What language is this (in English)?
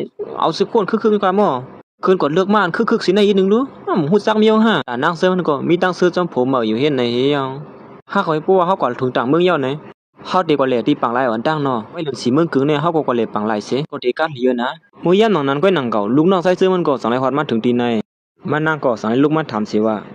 Shan